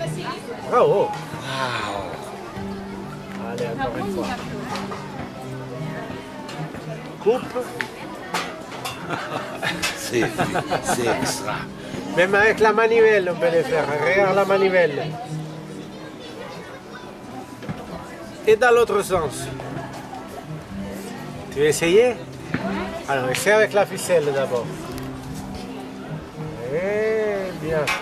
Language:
French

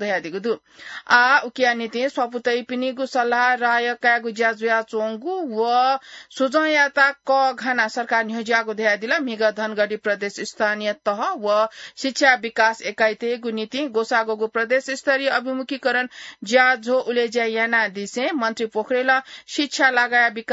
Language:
Newari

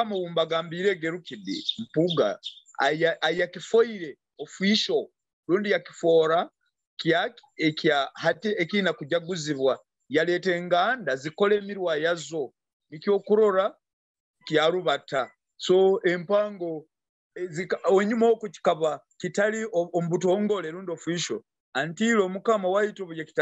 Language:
Nyoro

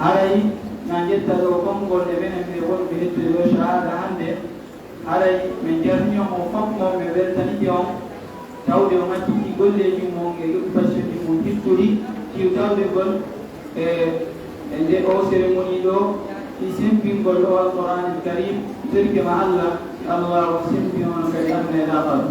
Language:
Fula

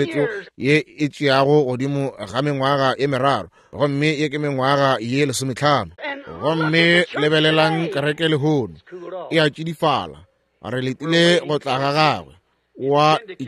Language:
Northern Sotho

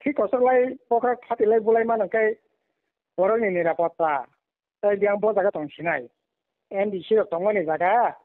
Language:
Kok Borok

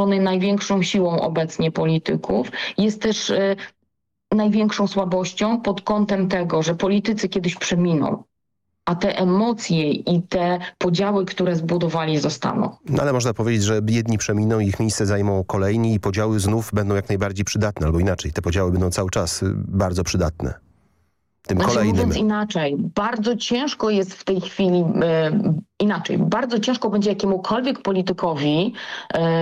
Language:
Polish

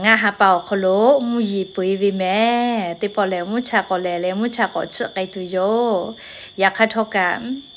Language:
Lahu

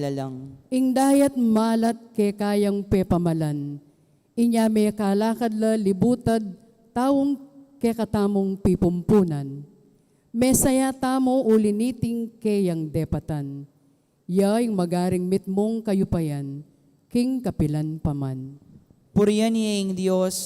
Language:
Pampanga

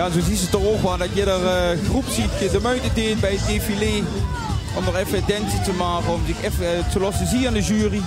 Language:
Limburgish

